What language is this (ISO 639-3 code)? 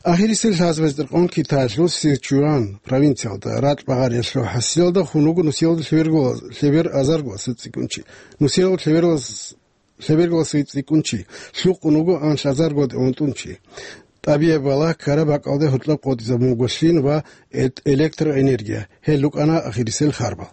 ava